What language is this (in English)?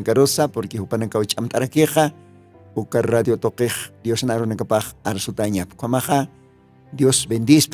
Aymara